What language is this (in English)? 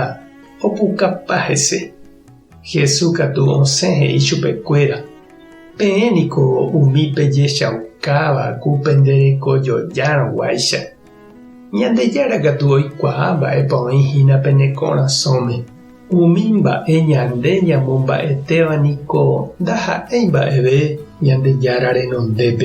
Guarani